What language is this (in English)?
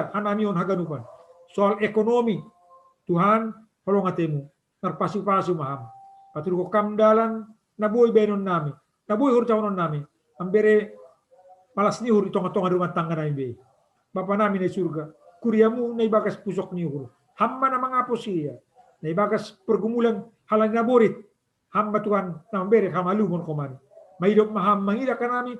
Batak Simalungun